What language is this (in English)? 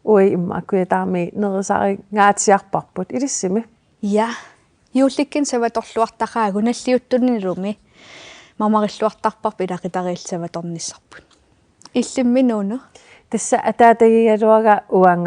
Kalaallisut